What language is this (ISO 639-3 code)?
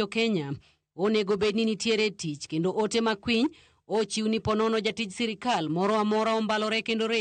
luo